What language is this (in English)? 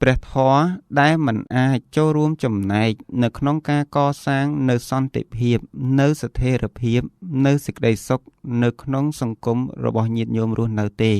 Khmer